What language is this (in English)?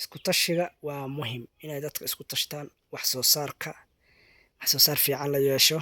Somali